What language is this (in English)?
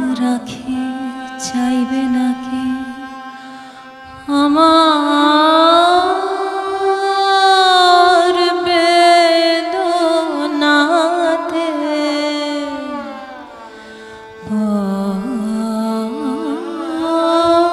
Bangla